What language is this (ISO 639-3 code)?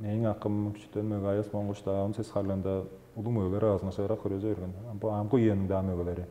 tyv